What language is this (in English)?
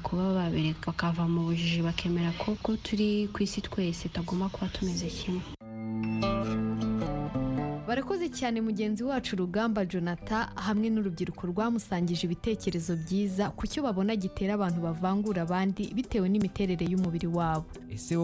Kinyarwanda